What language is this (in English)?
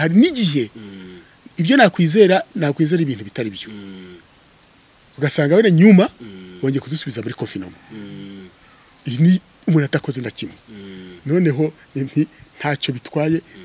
Kinyarwanda